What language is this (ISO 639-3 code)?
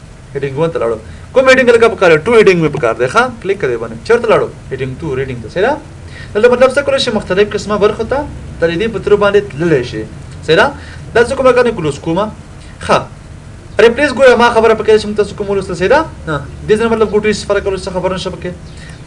pus